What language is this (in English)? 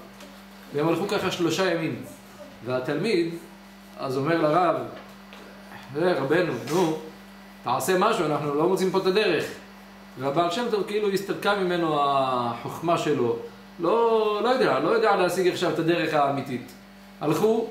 Hebrew